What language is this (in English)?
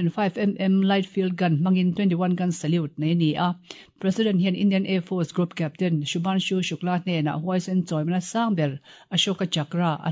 Mizo